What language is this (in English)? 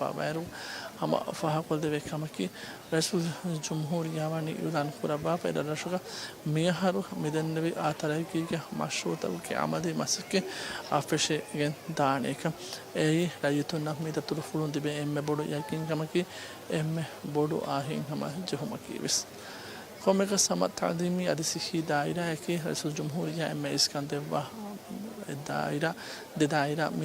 Divehi